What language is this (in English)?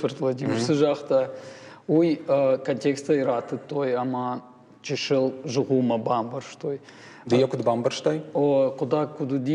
Ossetic